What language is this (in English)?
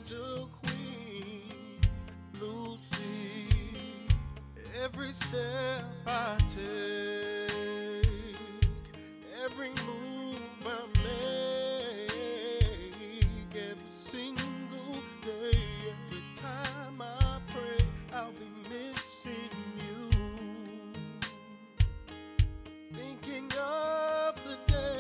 English